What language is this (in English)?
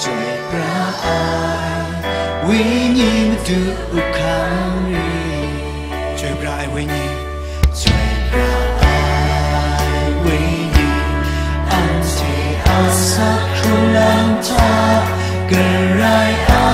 Kachin